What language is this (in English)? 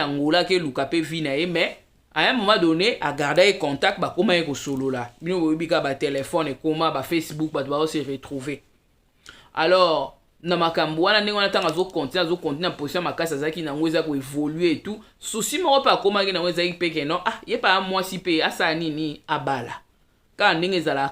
Lingala